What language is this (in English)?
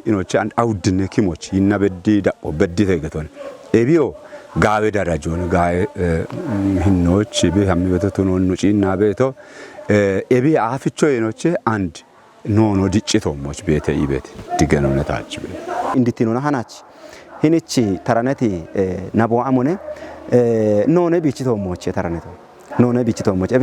Kafa